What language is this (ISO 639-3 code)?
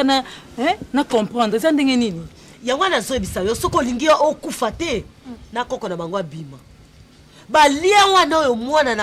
lin